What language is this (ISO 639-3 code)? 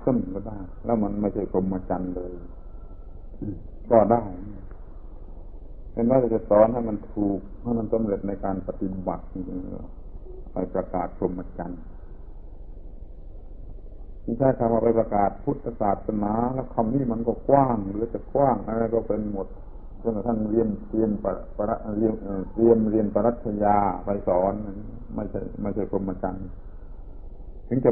tha